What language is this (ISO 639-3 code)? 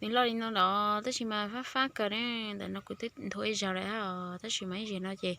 hmn